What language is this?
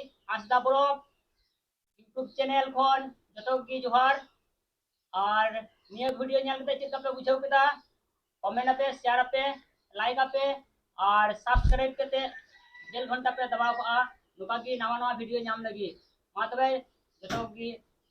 Santali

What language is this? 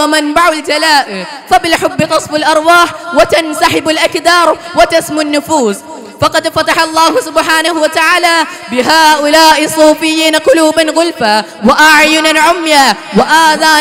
Arabic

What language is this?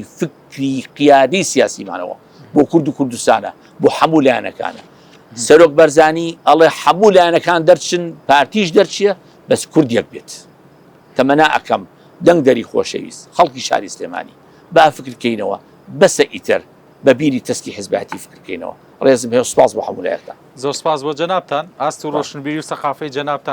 Central Kurdish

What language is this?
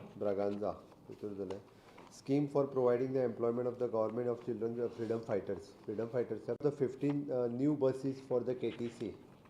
Konkani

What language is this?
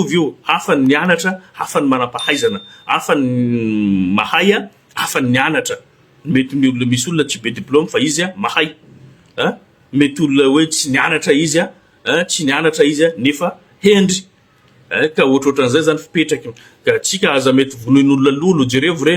Malagasy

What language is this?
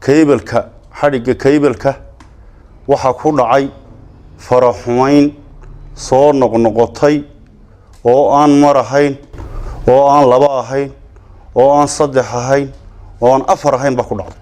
Somali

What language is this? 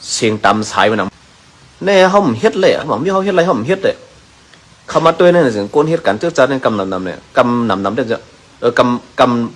Shan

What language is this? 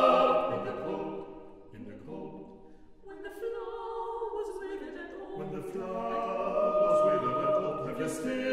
English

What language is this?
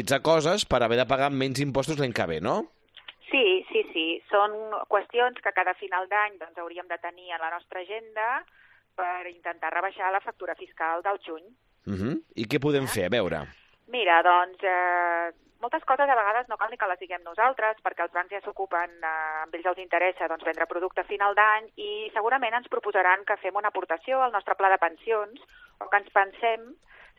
Catalan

